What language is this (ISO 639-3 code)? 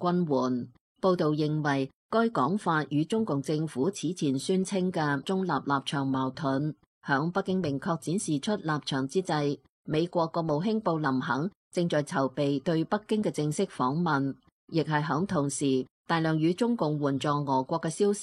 yue